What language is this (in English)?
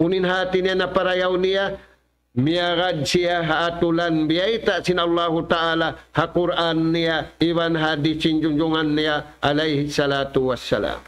Tausug